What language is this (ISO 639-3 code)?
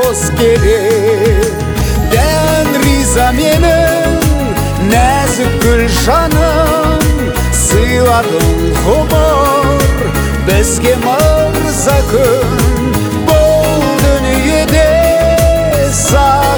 kaz